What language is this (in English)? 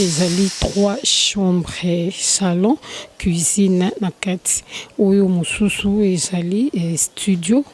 Lingala